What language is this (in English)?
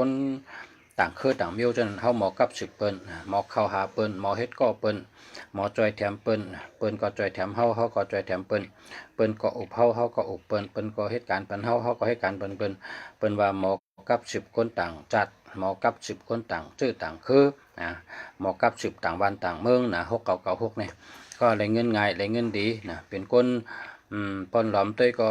Shan